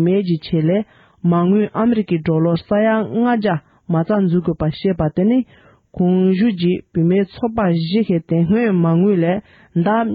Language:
Tibetan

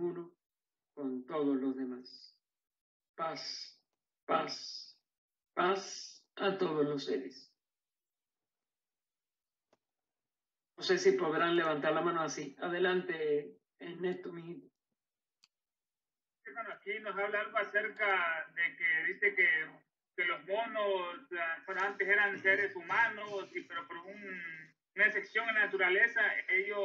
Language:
Spanish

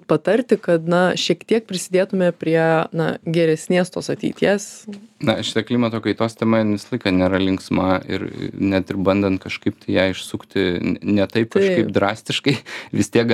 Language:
Lithuanian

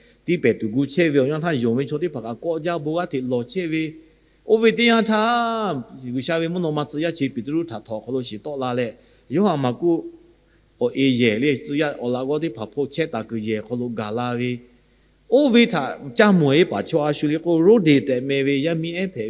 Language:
Lahu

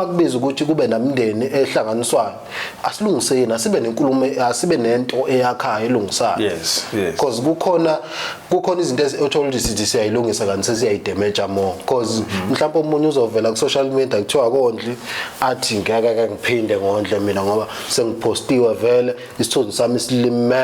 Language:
Zulu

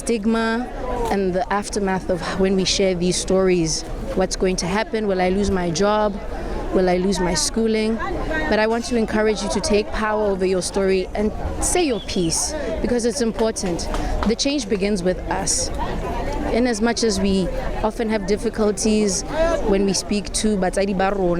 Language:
Tswana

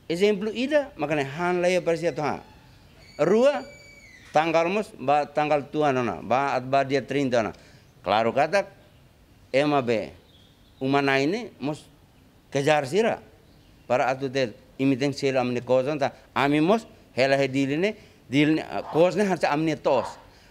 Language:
Tetum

